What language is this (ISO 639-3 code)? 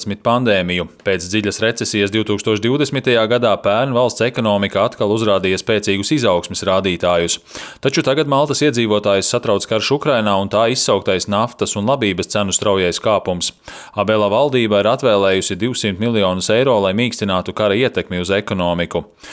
lav